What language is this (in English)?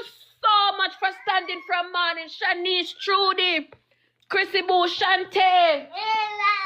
Jamaican Creole English